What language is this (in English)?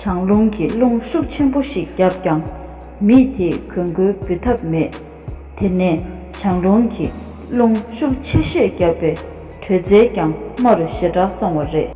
Tibetan